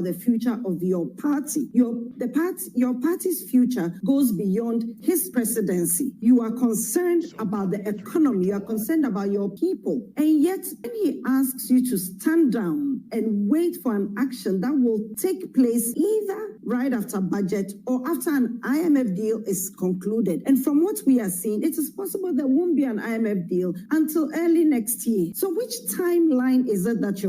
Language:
Akan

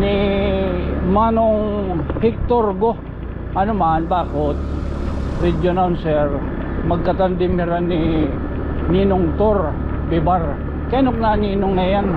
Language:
Waray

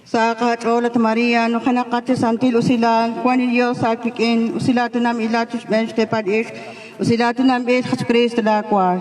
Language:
Kekchí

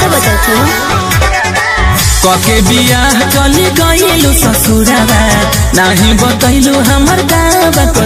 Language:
Bhojpuri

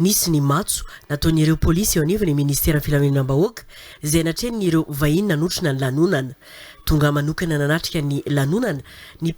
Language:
Malagasy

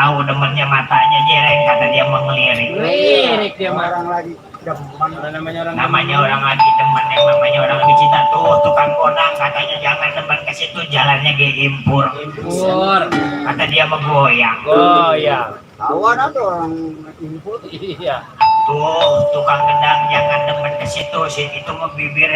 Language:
Betawi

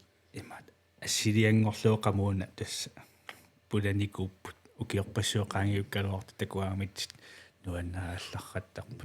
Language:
Kalaallisut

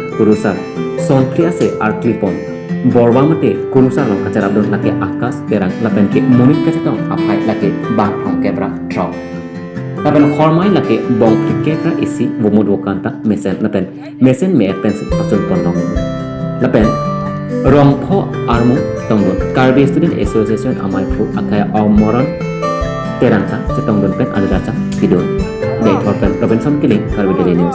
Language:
Karbi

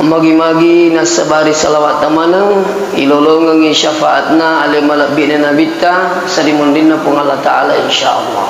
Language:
Buginese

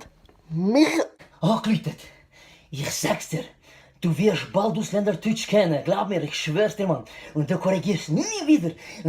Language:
Swiss German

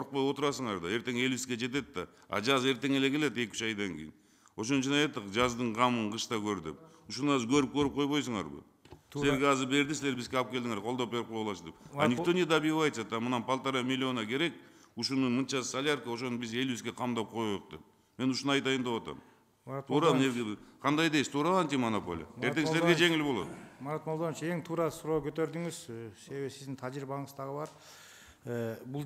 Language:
Kyrgyz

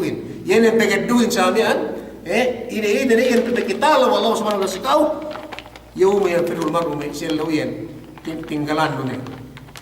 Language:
Yakan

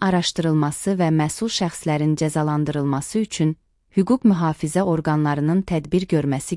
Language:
Azerbaijani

